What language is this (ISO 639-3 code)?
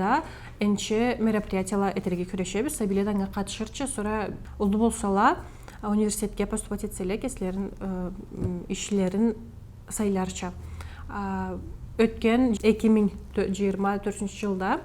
krc